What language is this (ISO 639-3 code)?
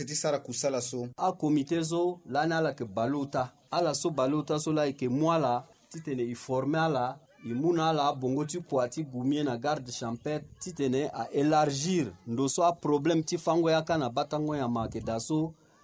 sag